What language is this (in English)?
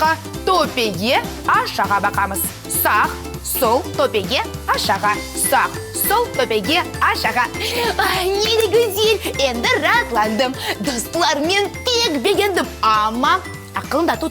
Crimean Tatar